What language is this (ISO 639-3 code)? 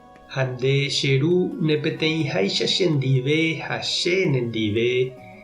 grn